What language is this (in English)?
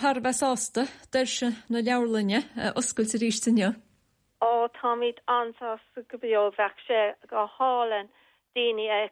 Irish